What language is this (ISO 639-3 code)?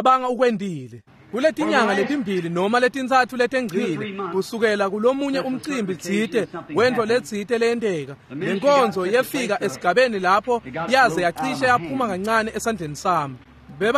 ssw